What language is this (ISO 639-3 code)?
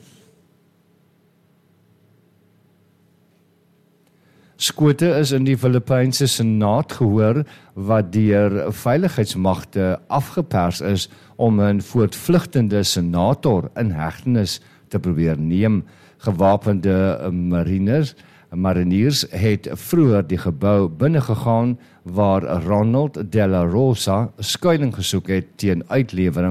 afr